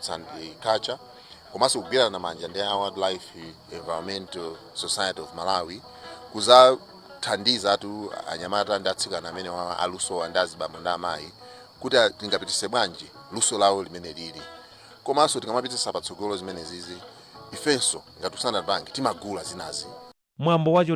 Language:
Nyanja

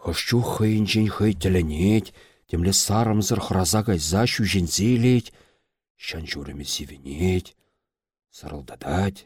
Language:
Chuvash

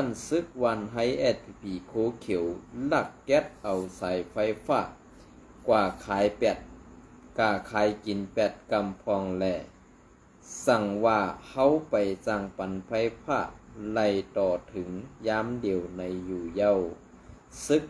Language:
Shan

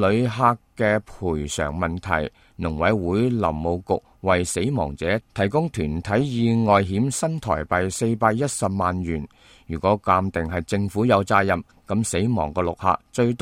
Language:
Cantonese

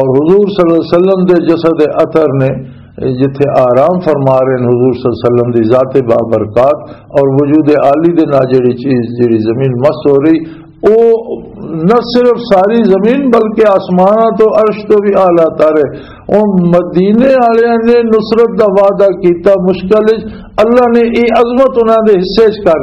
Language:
Western Panjabi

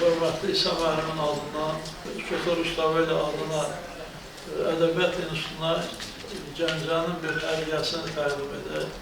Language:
Azerbaijani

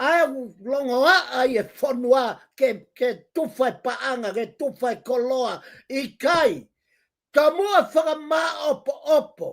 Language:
Tongan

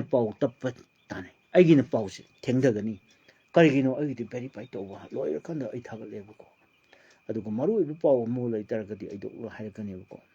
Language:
Manipuri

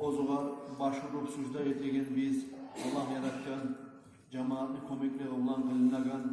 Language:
Kumyk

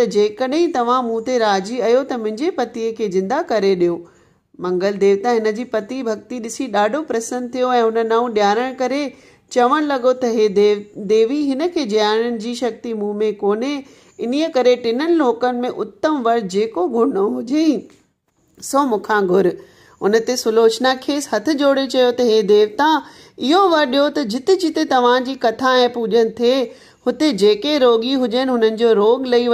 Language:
Sindhi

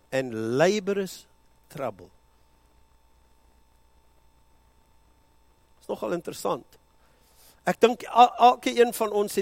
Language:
Afrikaans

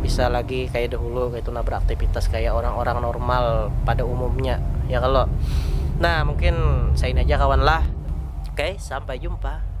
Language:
Banjar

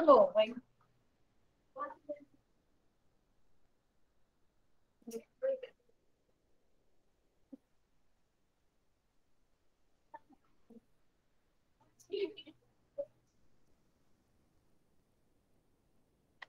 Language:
Portuguese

